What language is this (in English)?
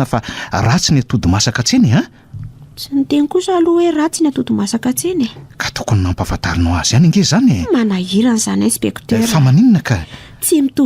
Malagasy